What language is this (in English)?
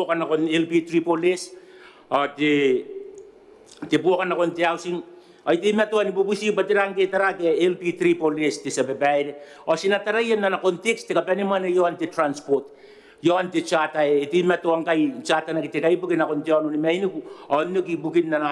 Gilbertese